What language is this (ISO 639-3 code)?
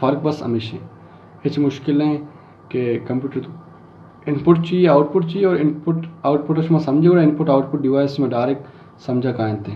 bal